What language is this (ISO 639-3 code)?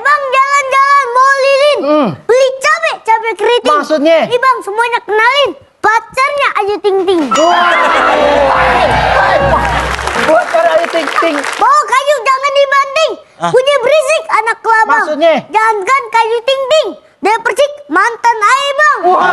bew